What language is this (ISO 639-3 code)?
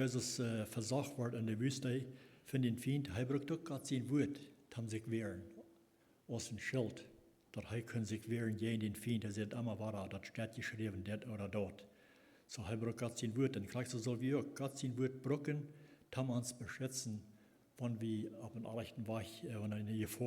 pdt